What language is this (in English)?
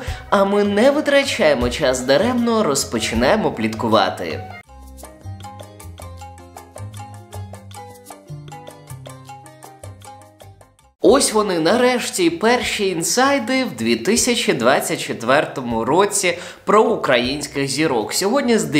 Ukrainian